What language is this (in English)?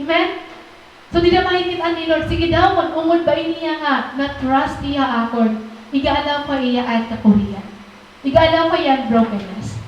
Waray